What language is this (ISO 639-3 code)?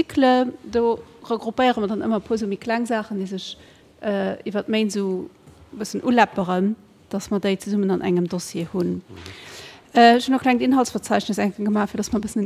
ltz